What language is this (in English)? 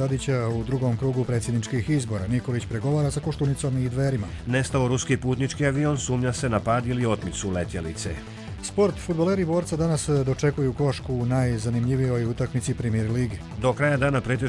Croatian